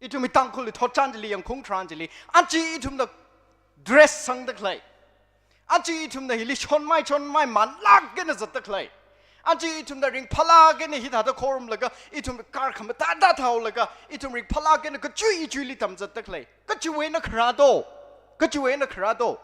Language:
Tangkhul Naga (India)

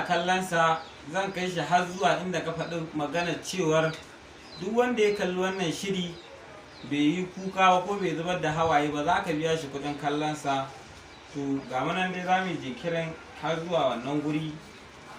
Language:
Hausa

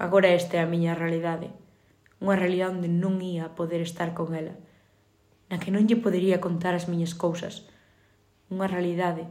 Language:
Galician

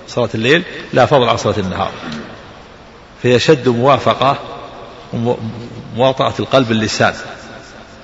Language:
Arabic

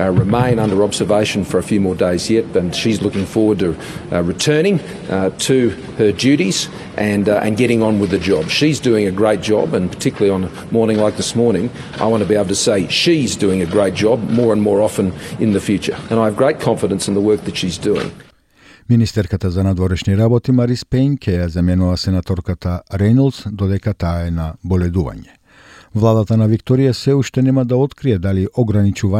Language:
Macedonian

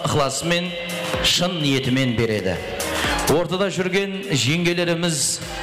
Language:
Kara-Kalpak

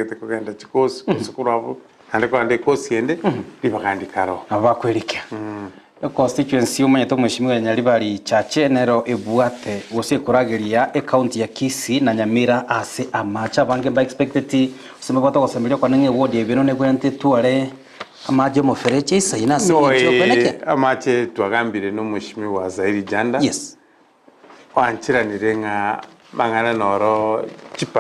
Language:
Gusii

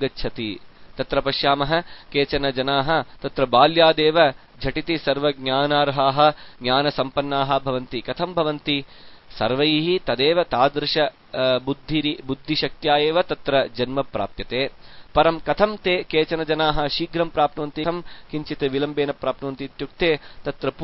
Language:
Sanskrit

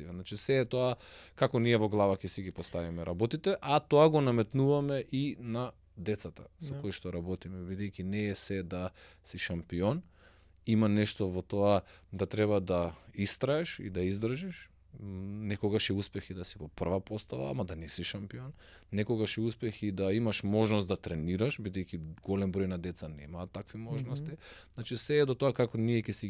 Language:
Macedonian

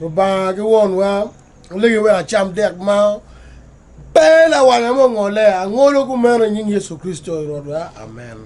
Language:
Acoli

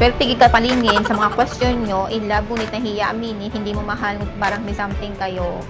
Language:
Hiligaynon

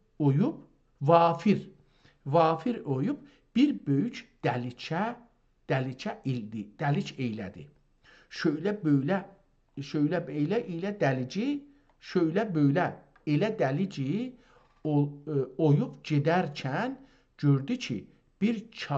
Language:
South Azerbaijani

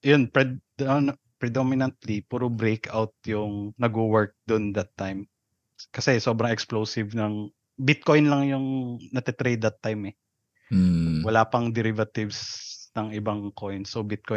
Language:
Filipino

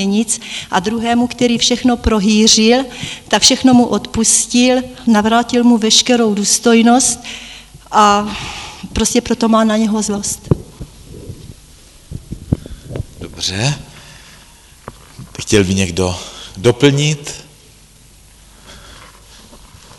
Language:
Czech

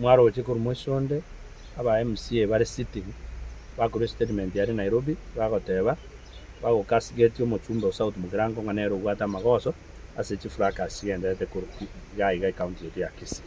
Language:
Gusii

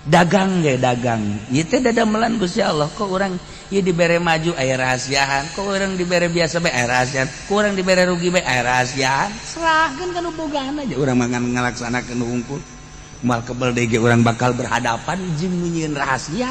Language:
Sundanese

